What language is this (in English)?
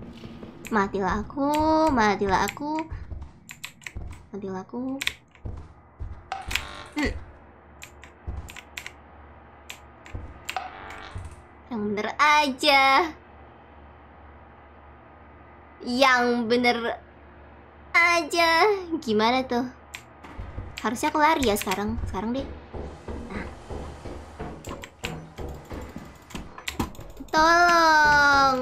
Indonesian